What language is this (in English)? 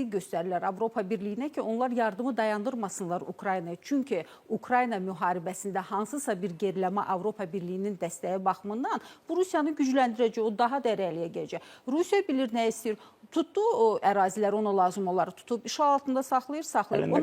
Azerbaijani